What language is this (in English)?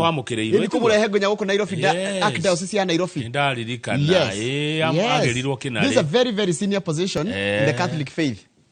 Kikuyu